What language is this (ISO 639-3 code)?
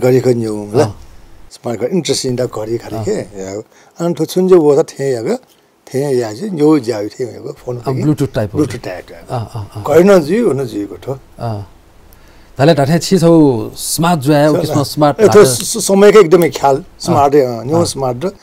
new